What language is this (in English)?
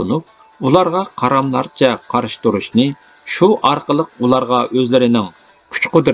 Uyghur